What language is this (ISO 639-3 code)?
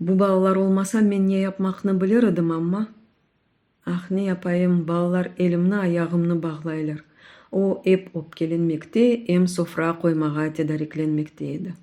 crh